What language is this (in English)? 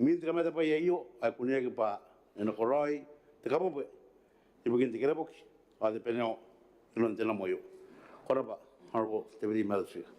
Gilbertese